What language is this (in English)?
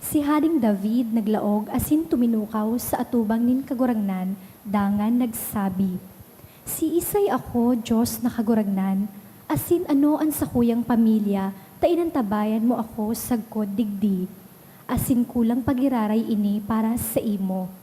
Bikol